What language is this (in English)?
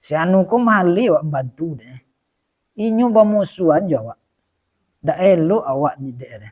Minangkabau